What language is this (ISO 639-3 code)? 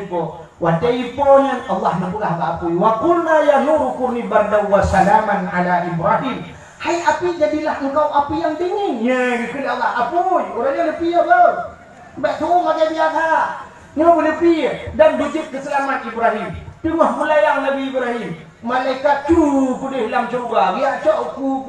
ace